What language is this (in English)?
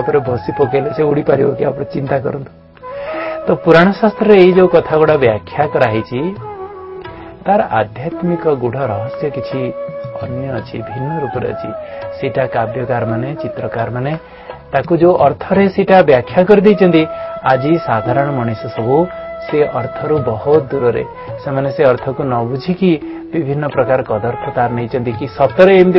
Odia